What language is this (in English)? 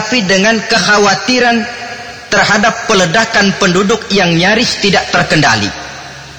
Indonesian